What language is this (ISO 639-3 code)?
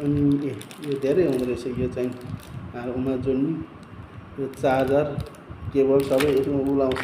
nep